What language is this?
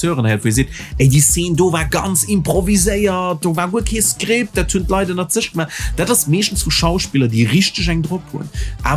Luxembourgish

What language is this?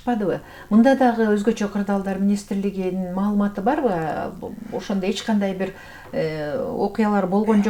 Kyrgyz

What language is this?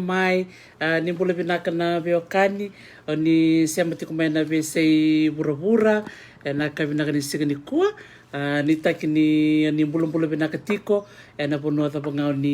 Fijian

